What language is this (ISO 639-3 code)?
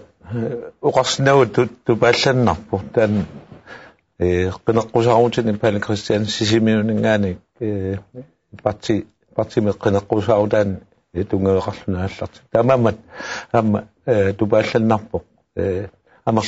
kal